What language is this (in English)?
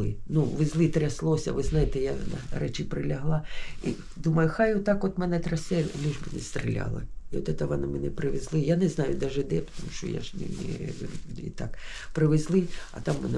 Ukrainian